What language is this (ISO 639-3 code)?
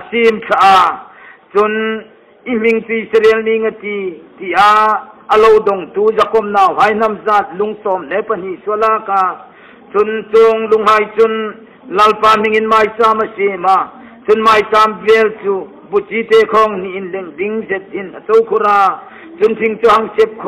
hmr